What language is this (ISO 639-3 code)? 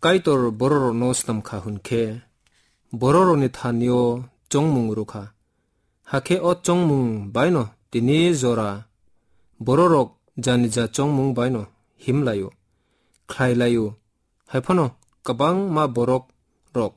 trp